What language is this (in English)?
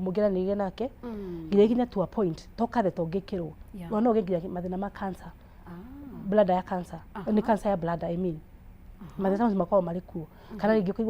Kikuyu